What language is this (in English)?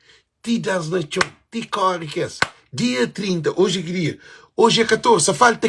Kabuverdianu